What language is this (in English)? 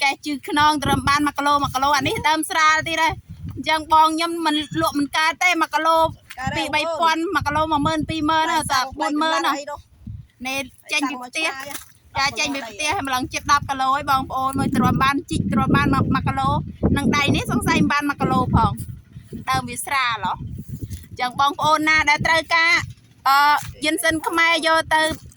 Khmer